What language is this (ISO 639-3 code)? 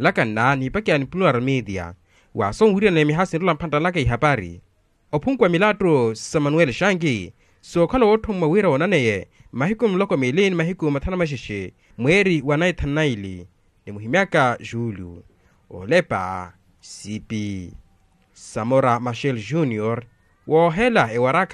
vmw